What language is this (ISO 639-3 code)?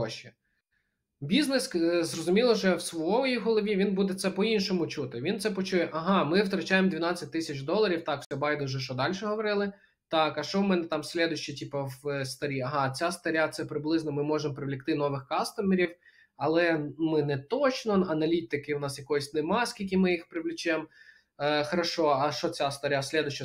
ukr